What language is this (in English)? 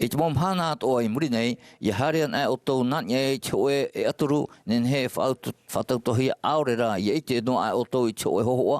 Tahitian